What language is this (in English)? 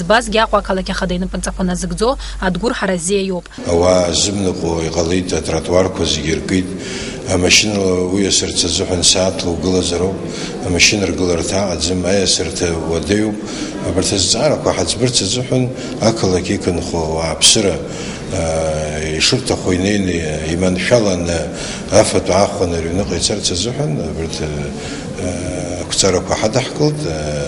Abkhazian